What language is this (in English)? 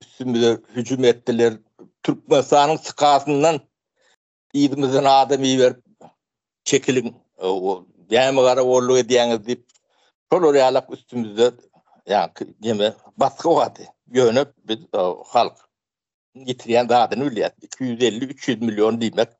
Turkmen